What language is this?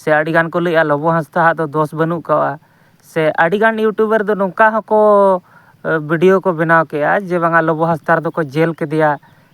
Santali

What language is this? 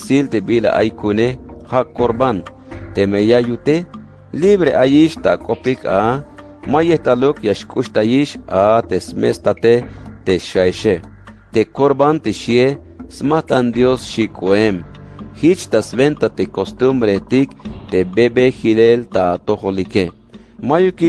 Tzeltal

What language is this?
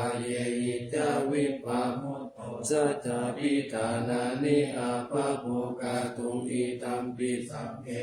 Pali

